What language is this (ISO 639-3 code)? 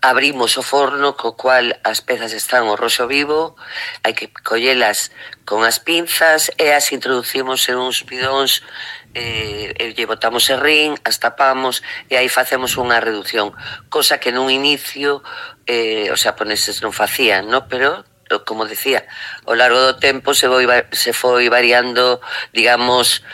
glg